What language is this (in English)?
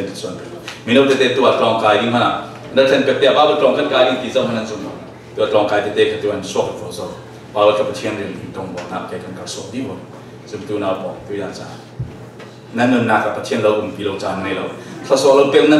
Falam Chin